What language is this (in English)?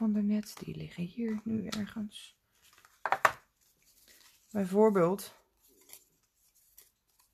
Dutch